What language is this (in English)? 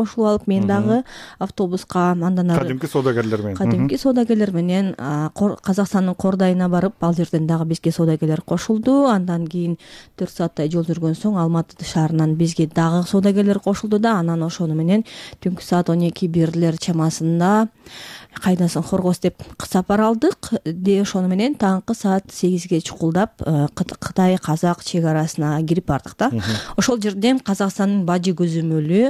Kyrgyz